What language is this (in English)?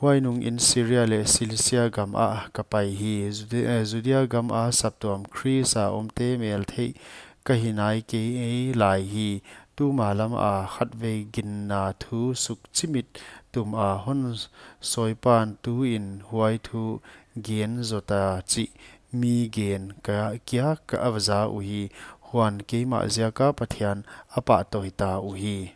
Paite Chin